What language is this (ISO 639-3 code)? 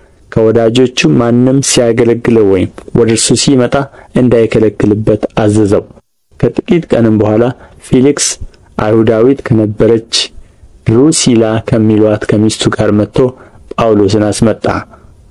amh